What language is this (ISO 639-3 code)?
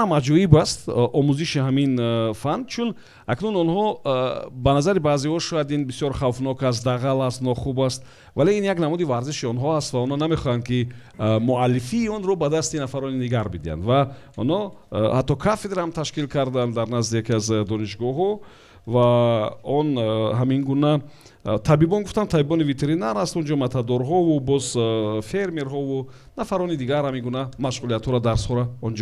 tgk